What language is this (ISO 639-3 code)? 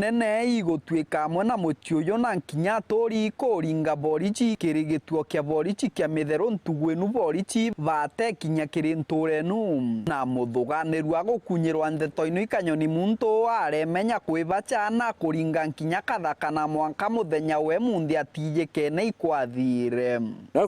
mer